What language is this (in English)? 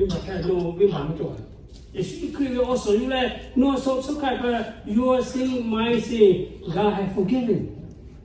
Lahu